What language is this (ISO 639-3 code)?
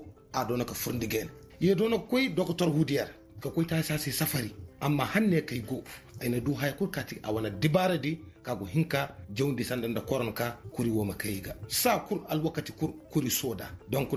ses